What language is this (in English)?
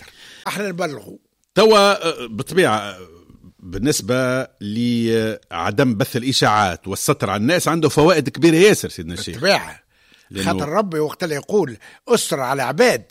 Tunisian Arabic